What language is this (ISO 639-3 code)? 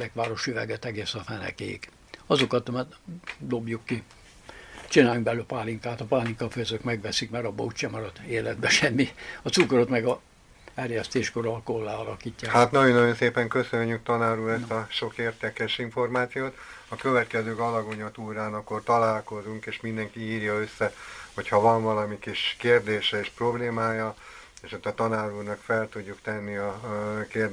hun